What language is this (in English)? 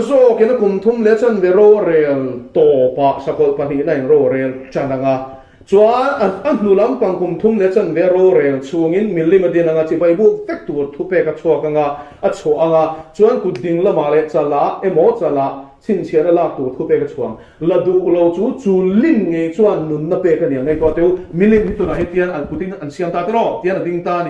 Mizo